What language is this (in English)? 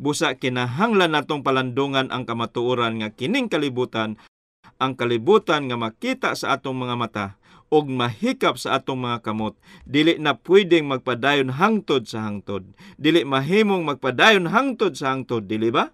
Cebuano